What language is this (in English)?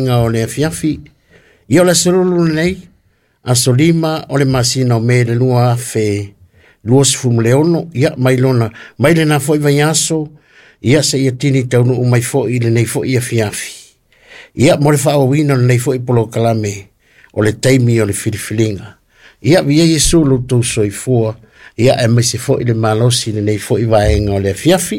Samoan